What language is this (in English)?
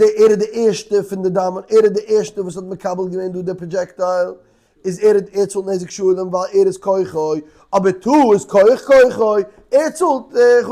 Yiddish